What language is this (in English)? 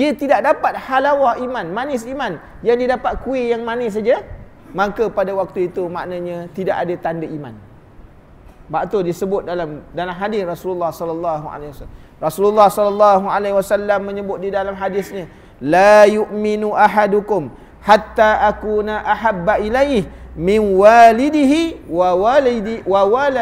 Malay